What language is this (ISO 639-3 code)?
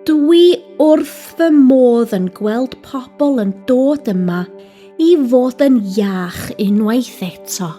cym